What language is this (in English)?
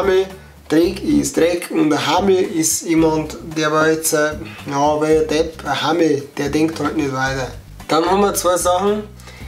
Bavarian